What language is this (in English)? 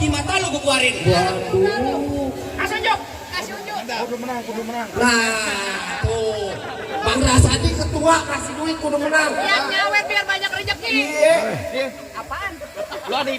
Betawi